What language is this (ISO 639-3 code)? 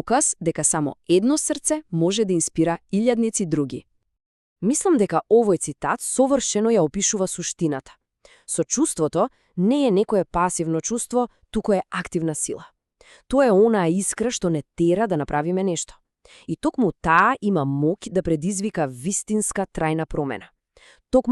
mkd